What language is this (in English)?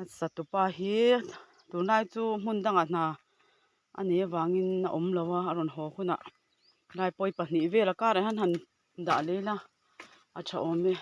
Mizo